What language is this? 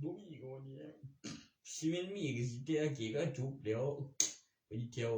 Northeastern Thai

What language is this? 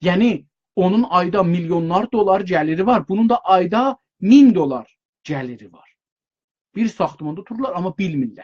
South Azerbaijani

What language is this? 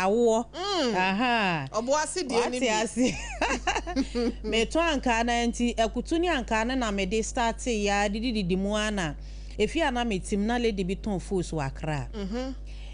Akan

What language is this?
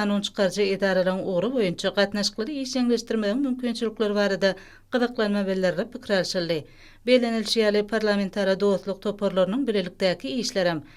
Turkmen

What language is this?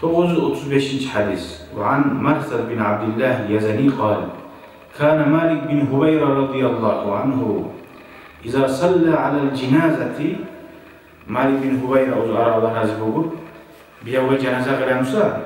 Kumyk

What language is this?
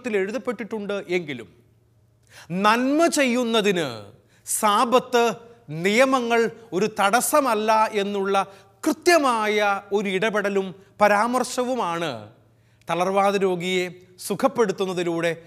Malayalam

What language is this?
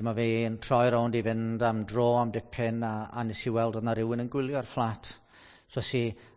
Welsh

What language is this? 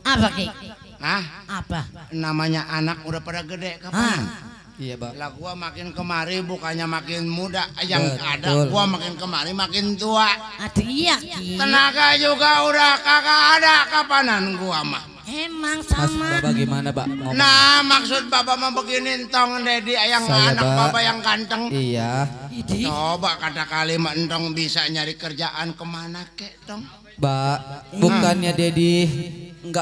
Betawi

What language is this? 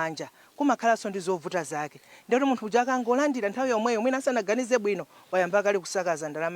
Nyanja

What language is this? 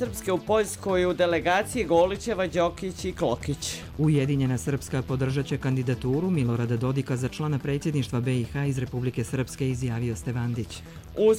Bosnian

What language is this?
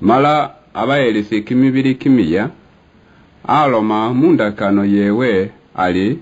Luyia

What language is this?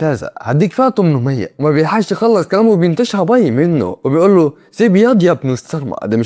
Egyptian Arabic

